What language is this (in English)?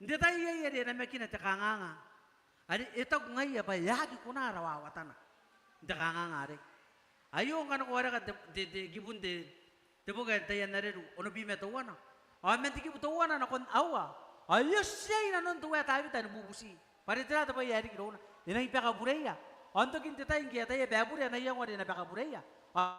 Gilbertese